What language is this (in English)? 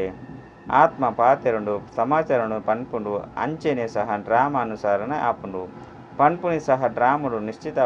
Tulu